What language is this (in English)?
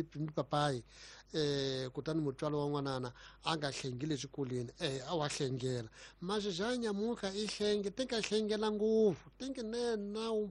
Tsonga